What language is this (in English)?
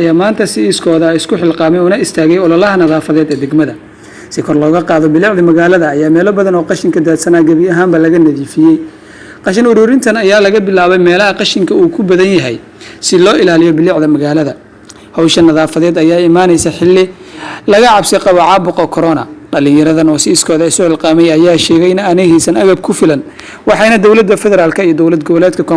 Somali